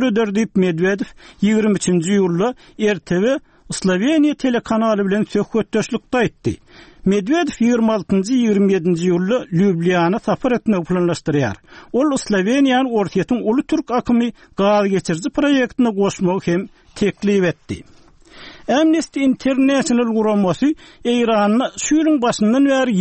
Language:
Turkmen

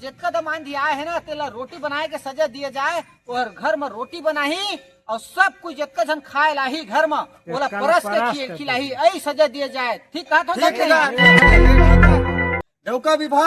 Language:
Chhattisgarhi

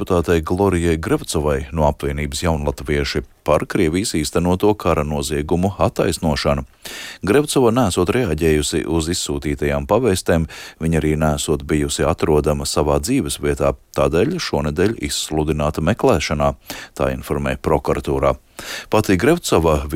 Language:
Latvian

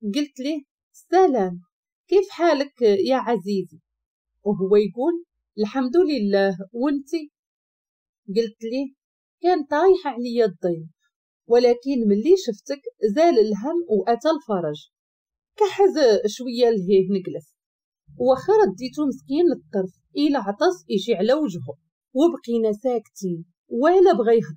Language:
Moroccan Arabic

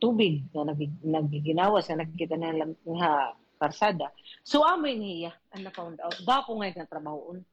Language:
Waray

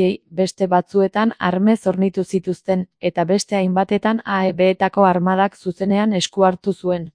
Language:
Basque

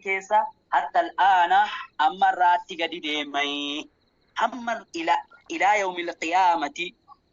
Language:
Oromo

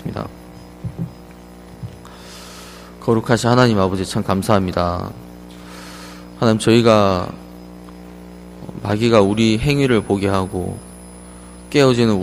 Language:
Korean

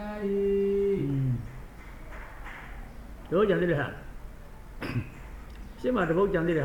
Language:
Burmese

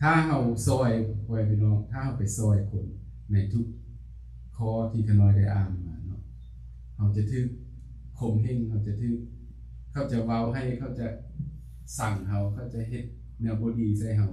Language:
Lao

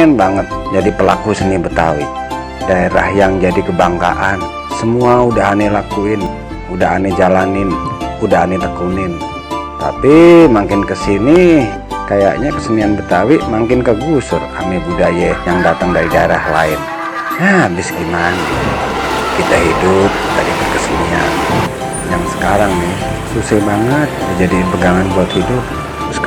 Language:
Betawi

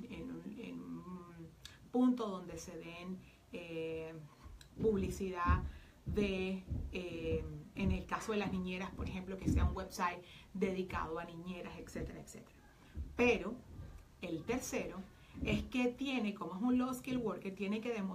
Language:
Spanish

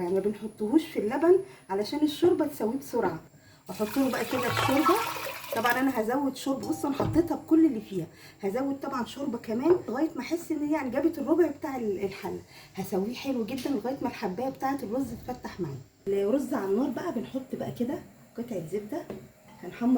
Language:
Egyptian Arabic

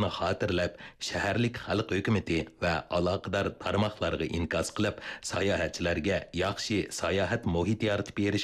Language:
Uyghur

